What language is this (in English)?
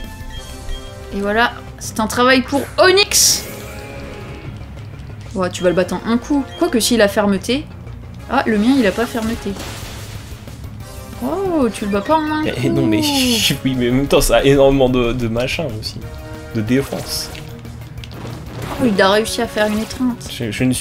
French